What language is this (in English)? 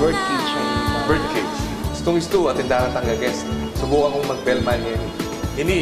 Pampanga